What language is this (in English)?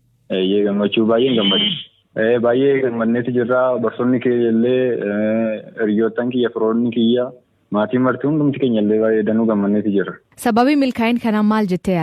Oromo